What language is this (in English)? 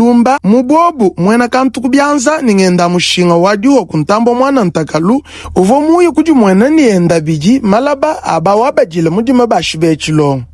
Luba-Lulua